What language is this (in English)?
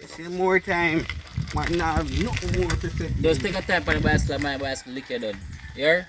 Jamaican Creole English